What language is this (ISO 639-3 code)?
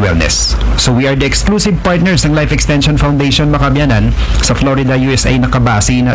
akl